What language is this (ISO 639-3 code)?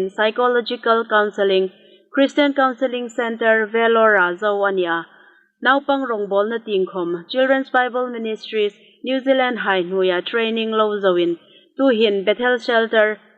hmr